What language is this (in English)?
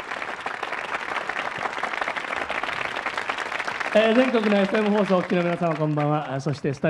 Japanese